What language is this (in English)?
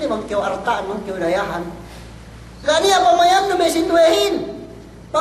Yakan